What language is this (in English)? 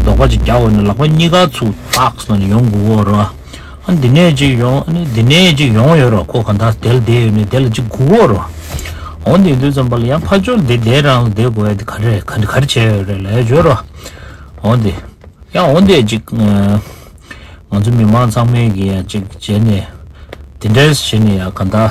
Tibetan